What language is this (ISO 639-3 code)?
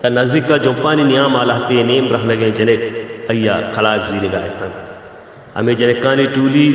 bal